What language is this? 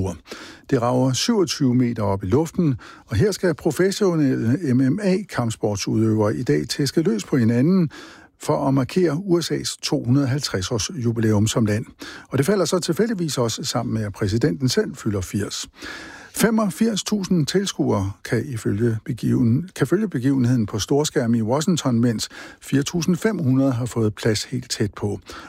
Danish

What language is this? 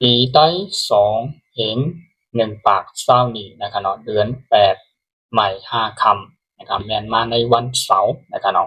Shan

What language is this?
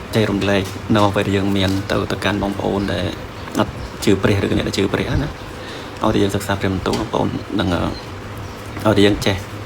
Khmer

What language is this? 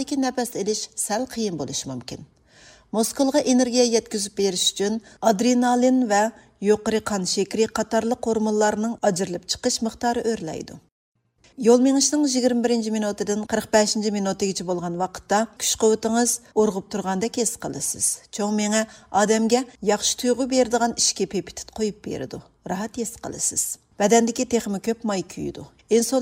Uyghur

